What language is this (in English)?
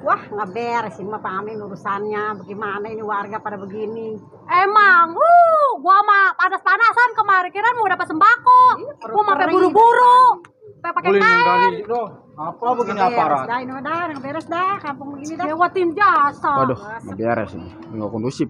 Betawi